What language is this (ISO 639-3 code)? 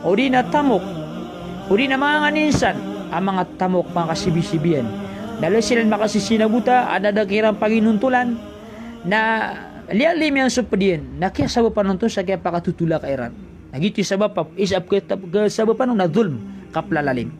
mrw